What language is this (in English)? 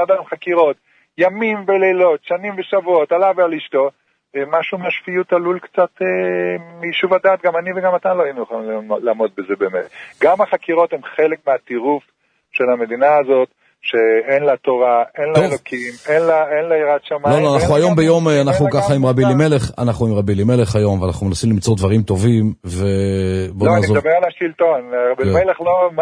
Hebrew